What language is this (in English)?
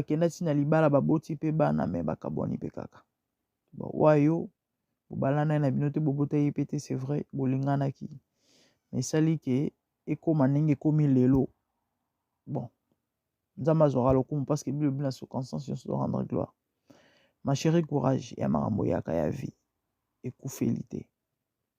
Lingala